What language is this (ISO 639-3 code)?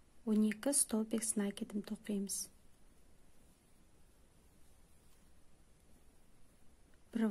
kaz